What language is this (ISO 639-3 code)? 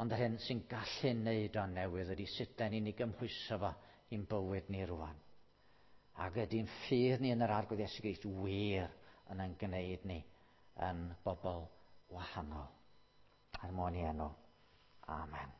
cym